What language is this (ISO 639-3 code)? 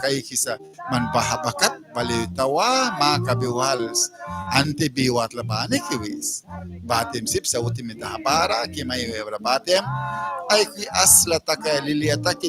miq